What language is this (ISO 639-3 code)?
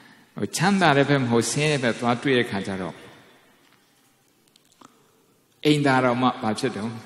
mya